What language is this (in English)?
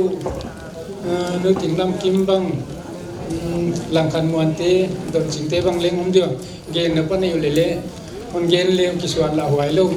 Paite Chin